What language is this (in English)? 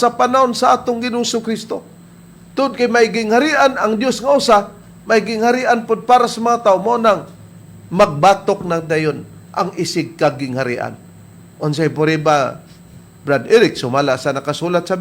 Cebuano